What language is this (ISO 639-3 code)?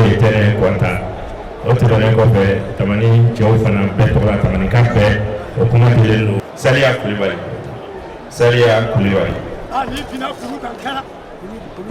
bam